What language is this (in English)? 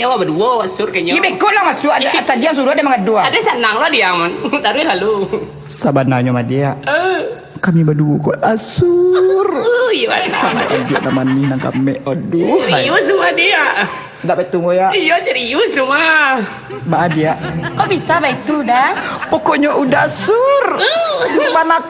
Minangkabau